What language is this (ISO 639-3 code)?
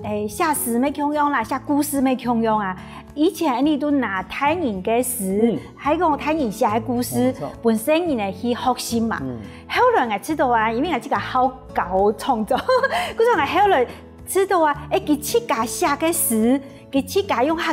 hak